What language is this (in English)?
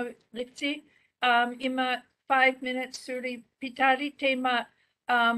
Māori